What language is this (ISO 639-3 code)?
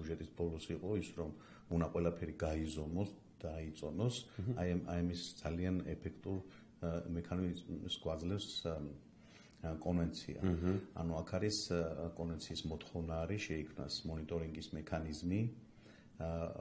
kat